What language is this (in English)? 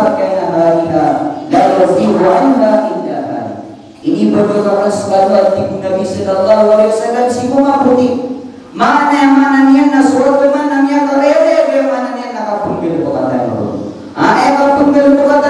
Maranao